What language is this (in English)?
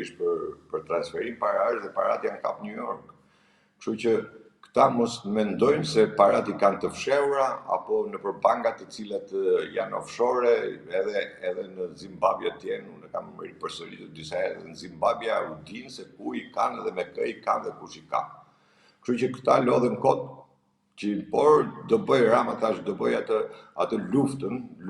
Albanian